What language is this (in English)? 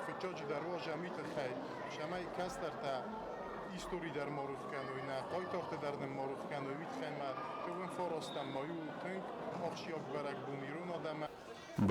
Ossetic